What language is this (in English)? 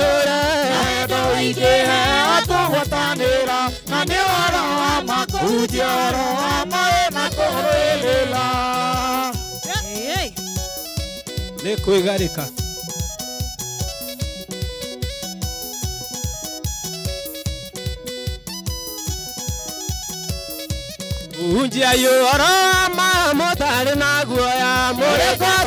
Kikuyu